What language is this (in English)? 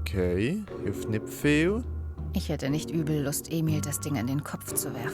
Swiss German